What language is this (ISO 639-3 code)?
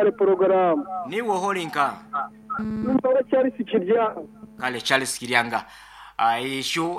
nyo